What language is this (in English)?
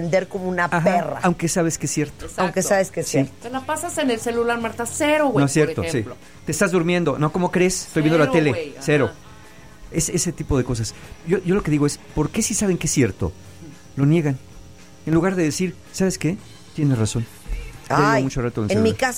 Spanish